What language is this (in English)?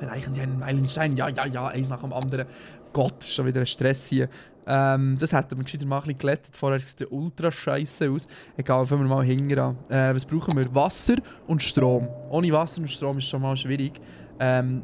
Swiss German